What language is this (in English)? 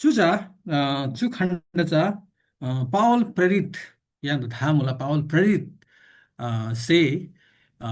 Eastern Tamang